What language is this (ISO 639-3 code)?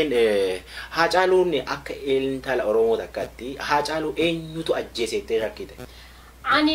orm